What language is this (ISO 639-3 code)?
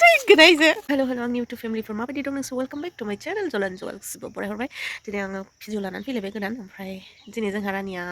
brx